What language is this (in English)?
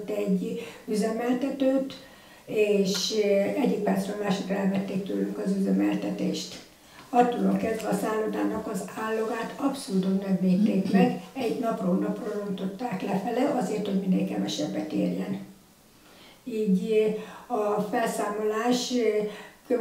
Hungarian